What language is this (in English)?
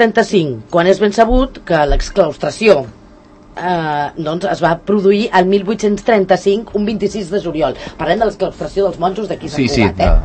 Catalan